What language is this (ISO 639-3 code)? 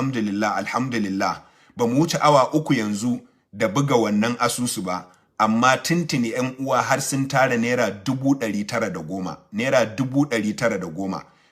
hau